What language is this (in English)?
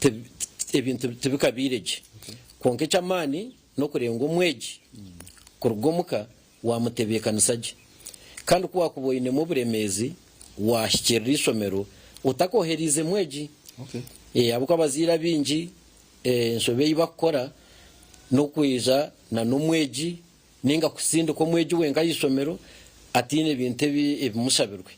Nyankole